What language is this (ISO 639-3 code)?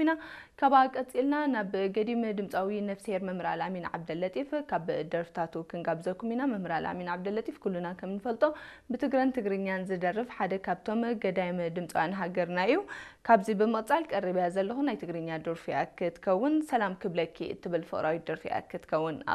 tir